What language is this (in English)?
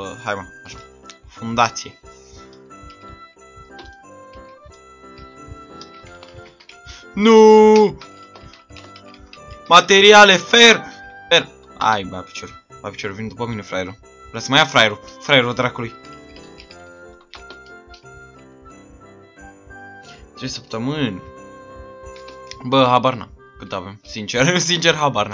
Romanian